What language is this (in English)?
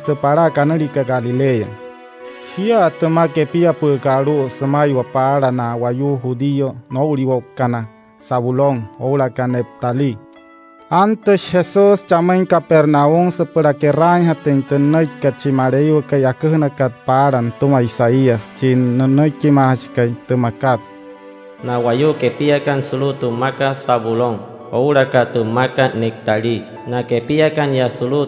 Wayuu